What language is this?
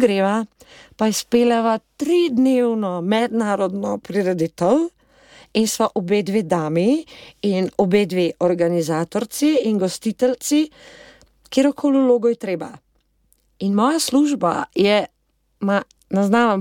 Slovenian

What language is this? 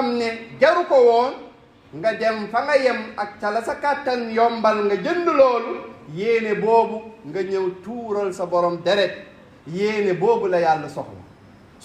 Wolof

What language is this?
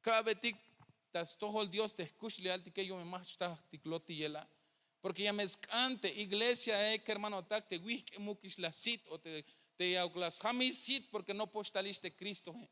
Tzeltal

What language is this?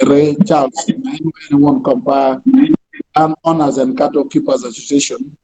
Acoli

